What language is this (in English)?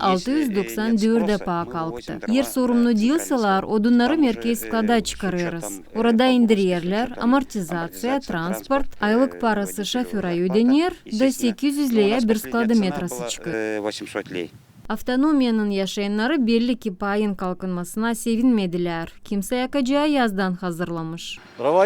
Gagauz